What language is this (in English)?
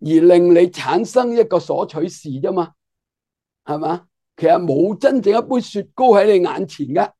Cantonese